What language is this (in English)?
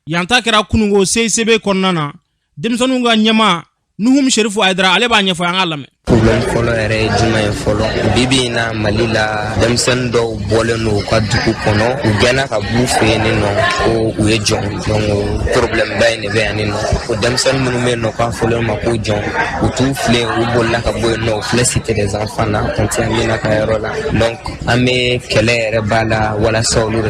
Bambara